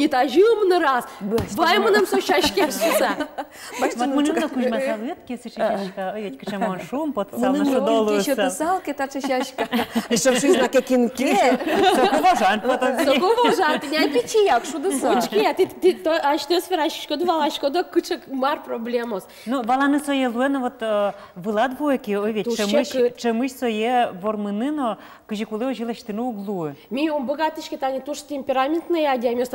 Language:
Udmurt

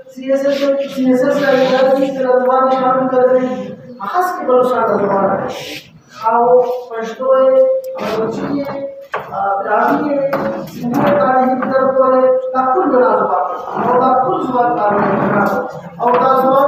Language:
Brahui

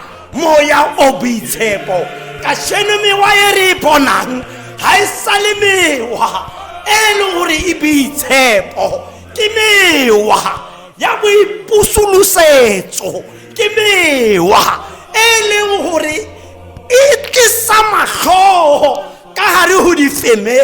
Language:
Tswana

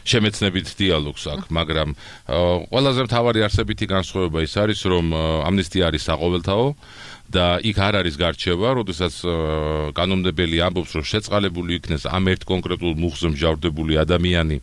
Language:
Georgian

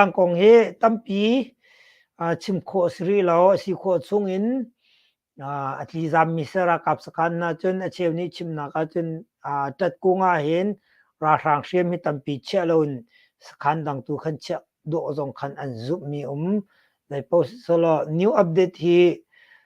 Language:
Hakha Chin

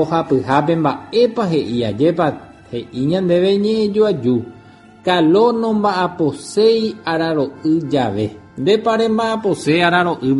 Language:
Guarani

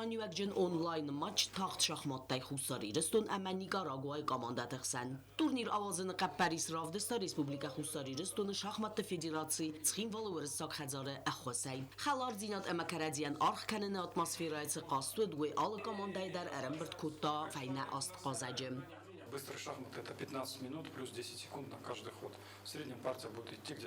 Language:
Ossetic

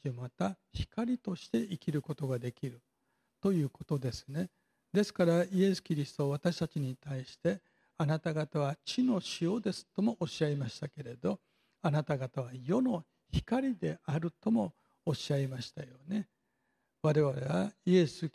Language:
Japanese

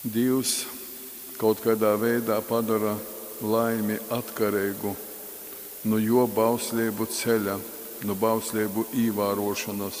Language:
Latgalian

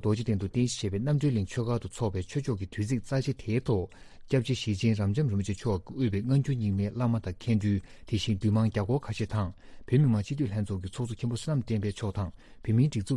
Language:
Tibetan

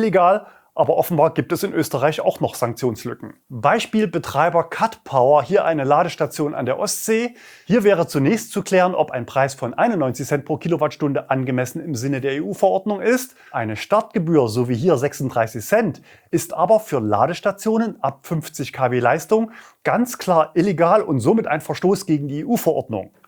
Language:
German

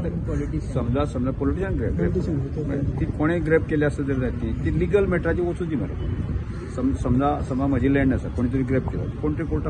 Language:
Konkani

